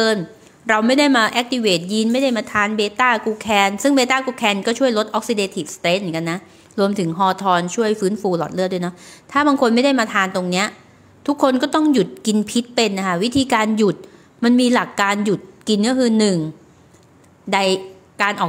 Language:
Thai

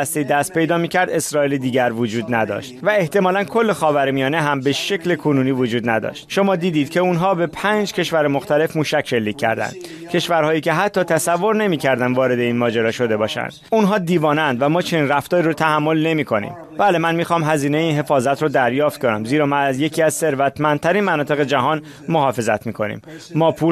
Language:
Persian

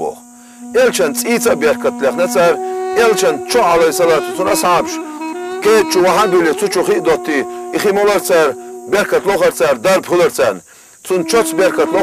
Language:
Chechen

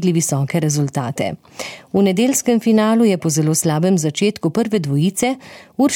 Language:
Slovenian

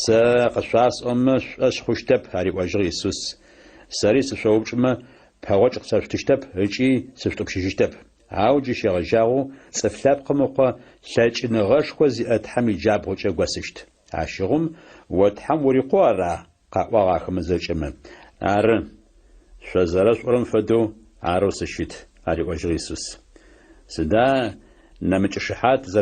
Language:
Adyghe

